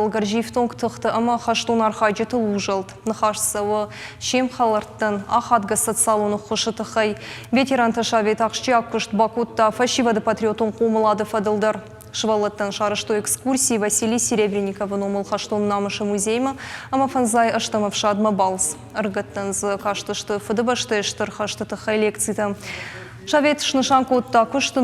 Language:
Ossetic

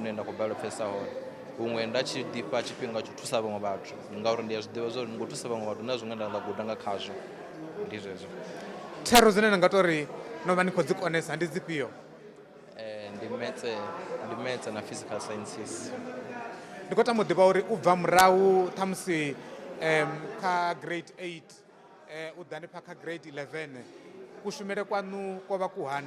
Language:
Venda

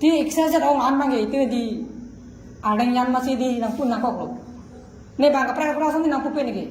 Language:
Karbi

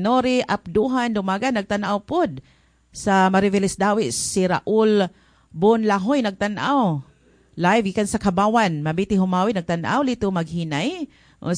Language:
Cebuano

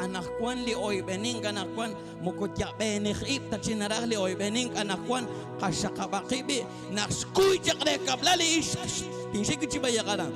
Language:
Kekchí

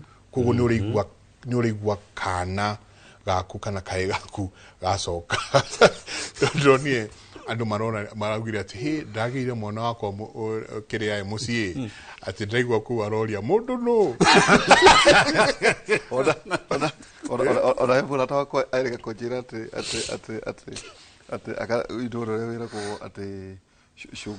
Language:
Kikuyu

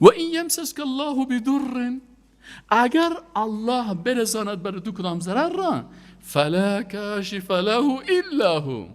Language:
Persian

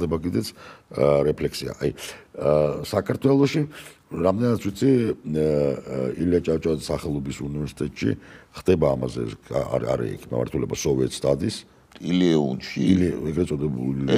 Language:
Georgian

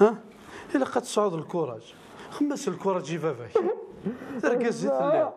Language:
Kabyle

